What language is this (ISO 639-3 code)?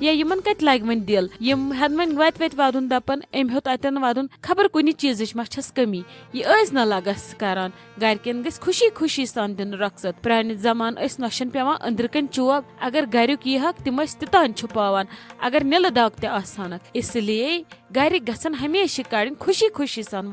kas